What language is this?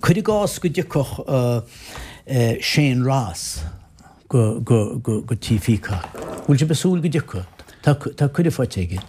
Irish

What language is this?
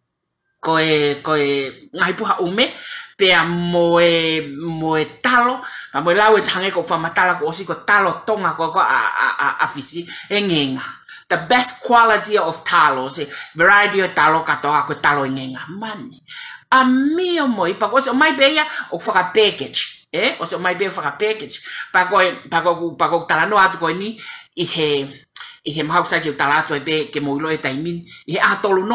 Tongan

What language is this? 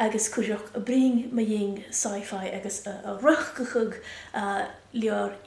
Scottish Gaelic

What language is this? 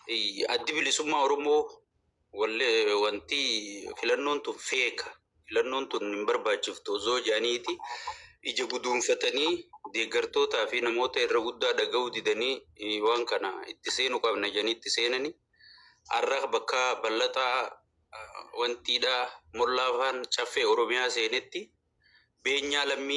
Oromo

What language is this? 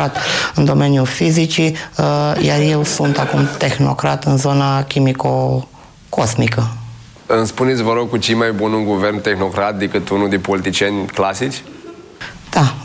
Romanian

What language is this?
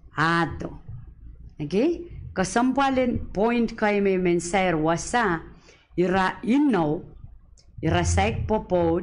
Pohnpeian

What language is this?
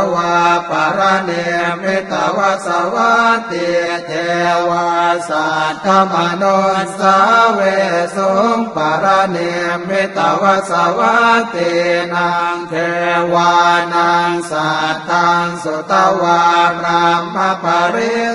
Pali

